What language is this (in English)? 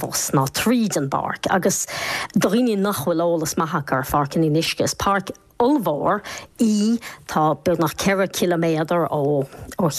Irish